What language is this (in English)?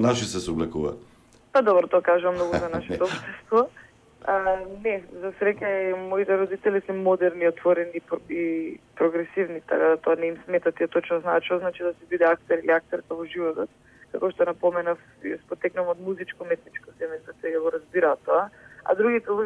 Macedonian